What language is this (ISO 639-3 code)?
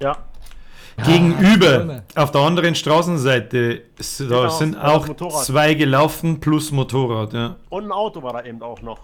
bar